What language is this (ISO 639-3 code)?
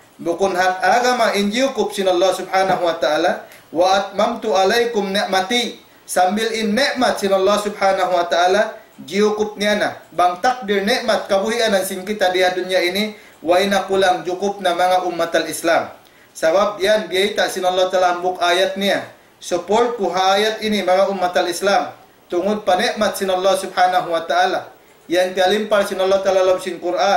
tsg